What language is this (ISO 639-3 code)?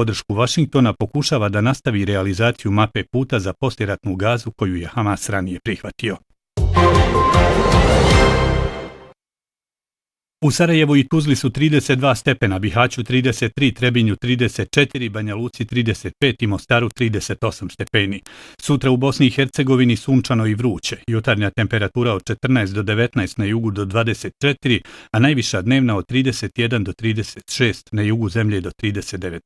bos